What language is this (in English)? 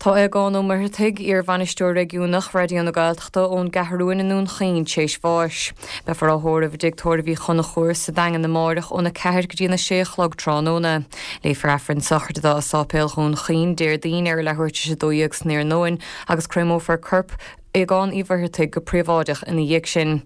Irish